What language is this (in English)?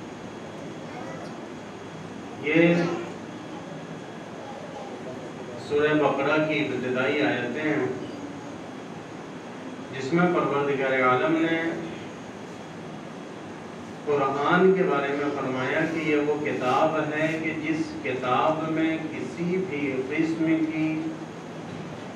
Urdu